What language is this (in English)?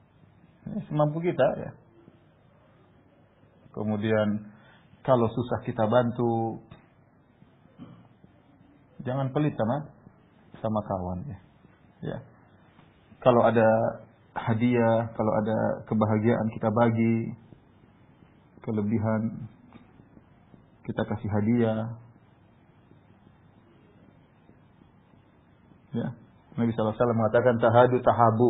Indonesian